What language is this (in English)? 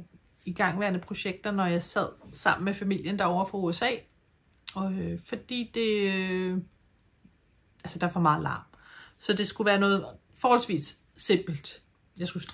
Danish